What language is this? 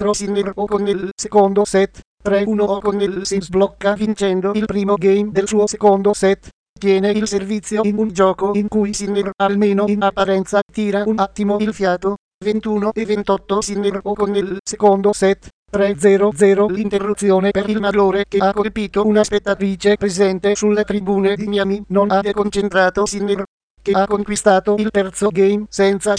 Italian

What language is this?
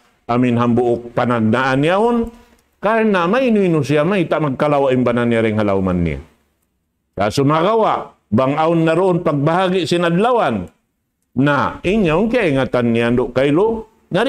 Tausug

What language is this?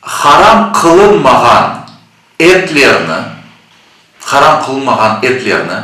Crimean Tatar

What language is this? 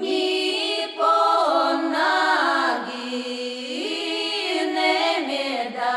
Udmurt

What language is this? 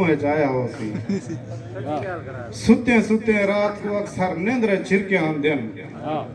Saraiki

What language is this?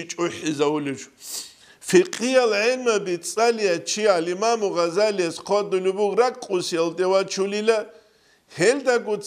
Avaric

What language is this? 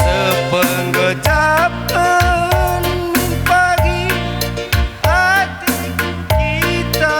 Batak Karo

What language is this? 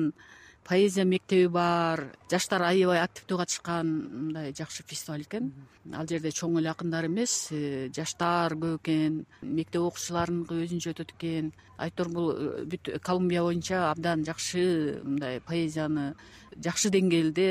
Kyrgyz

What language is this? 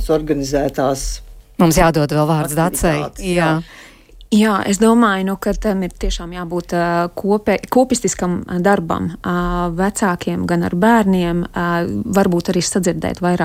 Latvian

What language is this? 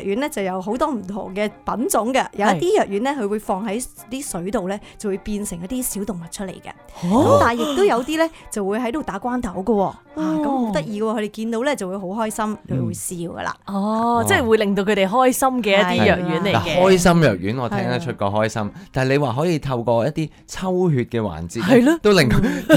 Cantonese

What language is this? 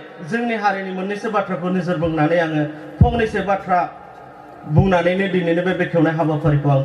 Bodo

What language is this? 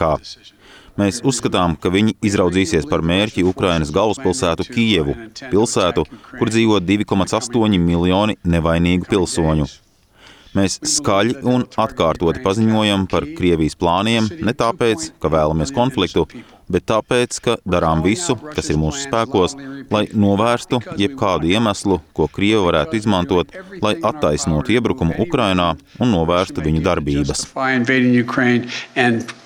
Latvian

